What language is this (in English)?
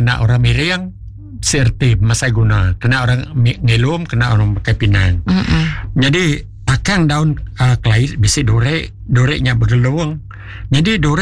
Iban